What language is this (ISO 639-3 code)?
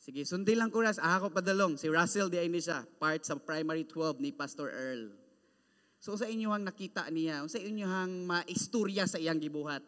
ceb